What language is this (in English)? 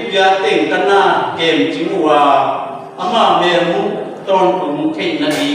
Tedim Chin